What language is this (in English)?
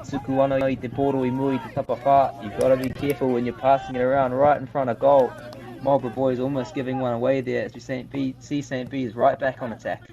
Māori